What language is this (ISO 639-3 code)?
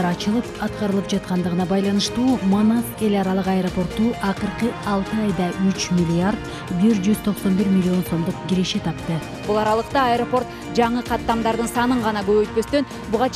kir